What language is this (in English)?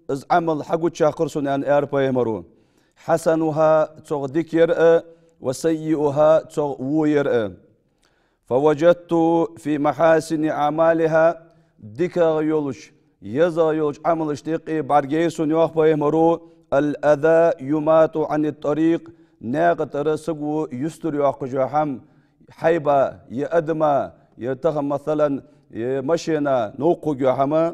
Ingush